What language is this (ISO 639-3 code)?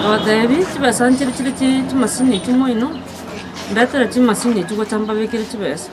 guz